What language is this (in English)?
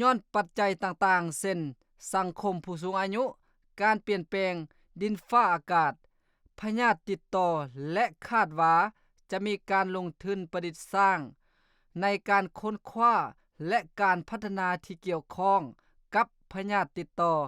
Lao